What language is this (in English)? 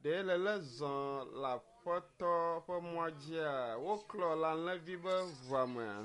Ewe